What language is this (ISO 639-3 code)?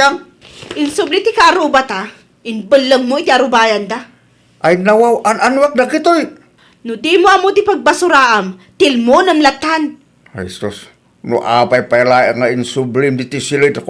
ilo